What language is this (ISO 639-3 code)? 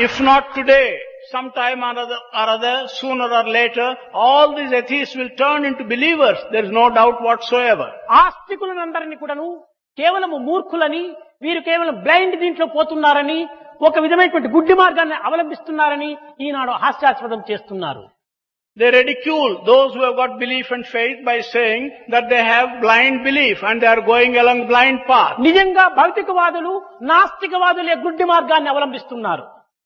tel